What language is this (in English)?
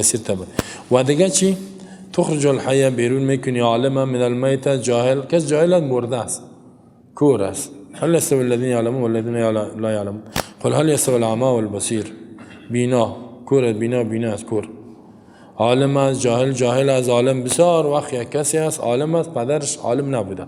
Persian